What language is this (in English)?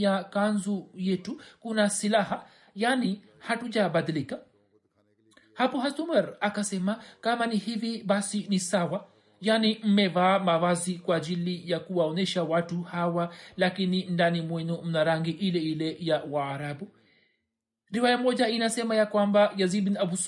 Swahili